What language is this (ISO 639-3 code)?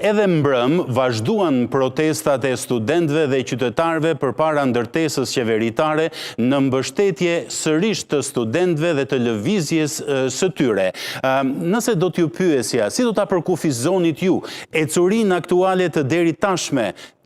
sqi